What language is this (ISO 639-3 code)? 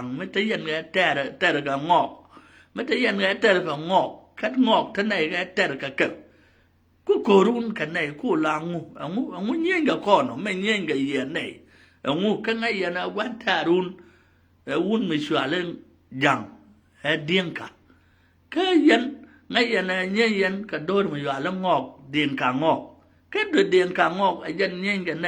nus